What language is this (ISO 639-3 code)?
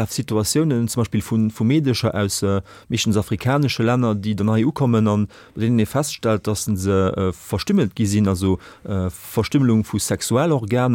ltz